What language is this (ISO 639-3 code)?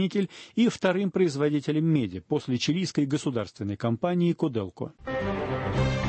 rus